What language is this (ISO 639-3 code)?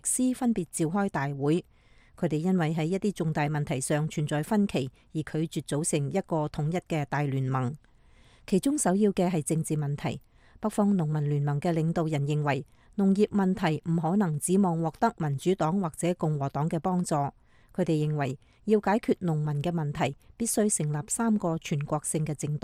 yue